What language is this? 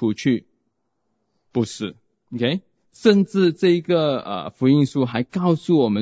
Chinese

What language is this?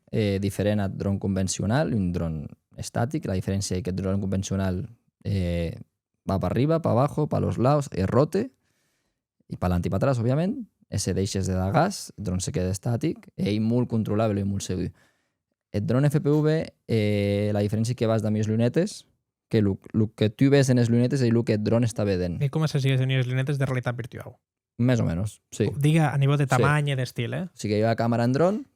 Occitan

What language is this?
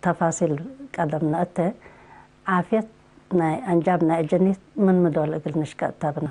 Tigre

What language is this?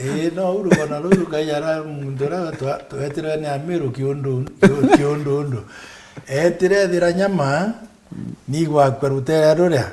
Meru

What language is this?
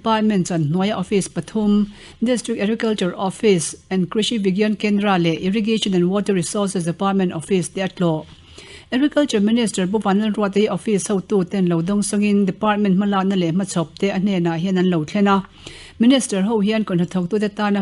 Mizo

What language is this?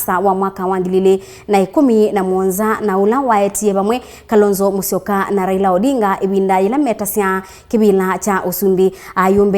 Kamba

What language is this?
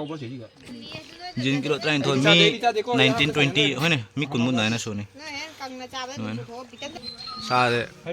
Manipuri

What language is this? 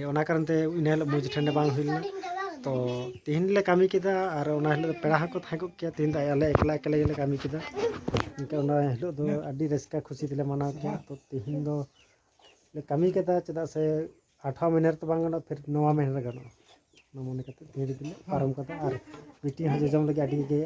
Santali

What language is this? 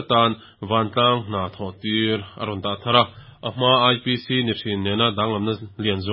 Mizo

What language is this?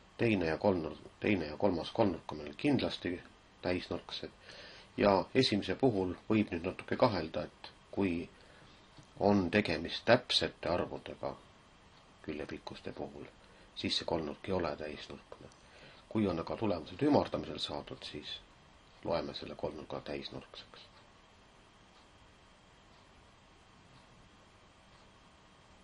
Estonian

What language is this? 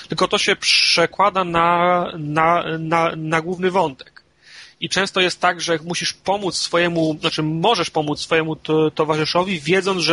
Polish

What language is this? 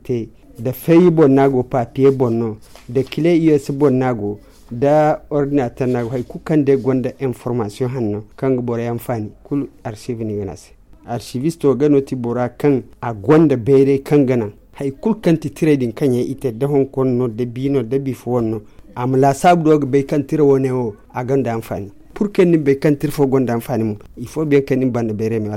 Zarma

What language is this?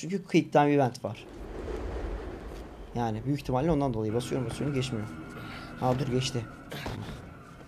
Turkish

